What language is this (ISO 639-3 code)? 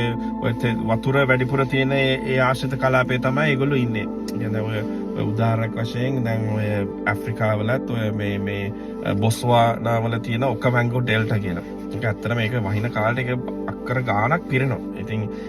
sin